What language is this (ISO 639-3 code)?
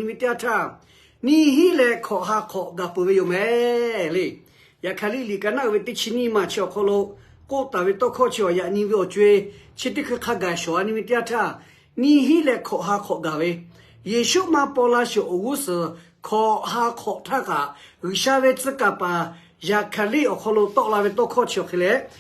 lhu